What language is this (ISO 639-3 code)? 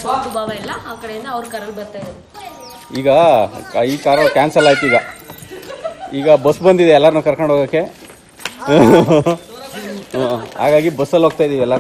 kan